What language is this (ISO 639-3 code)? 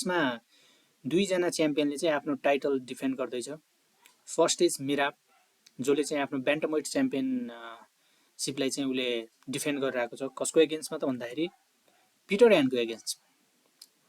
nep